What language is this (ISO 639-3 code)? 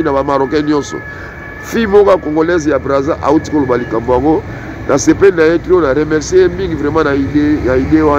lin